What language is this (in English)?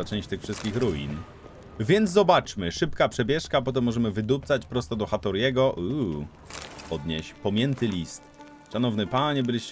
Polish